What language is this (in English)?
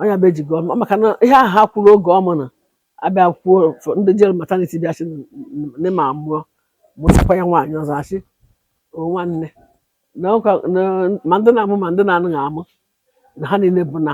Igbo